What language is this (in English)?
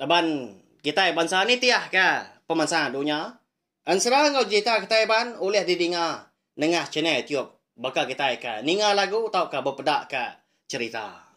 Iban